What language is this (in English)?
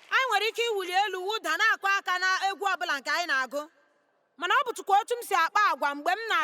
Igbo